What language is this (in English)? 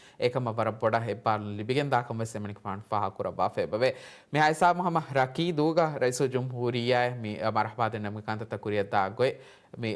Divehi